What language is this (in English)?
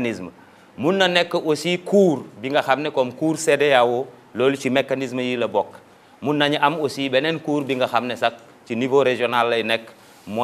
Wolof